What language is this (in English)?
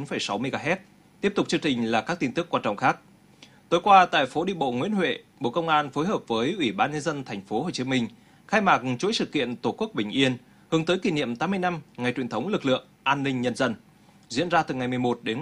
Vietnamese